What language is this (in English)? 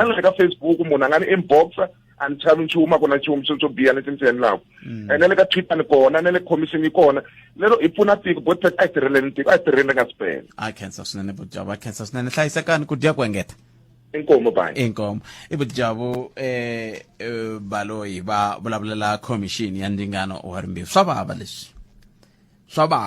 Tsonga